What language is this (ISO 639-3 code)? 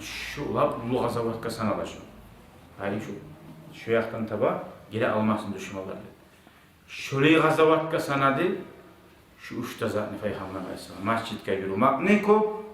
kum